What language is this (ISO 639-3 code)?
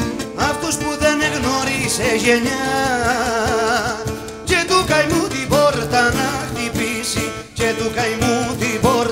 ell